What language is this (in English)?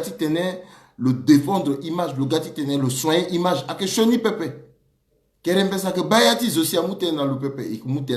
Sango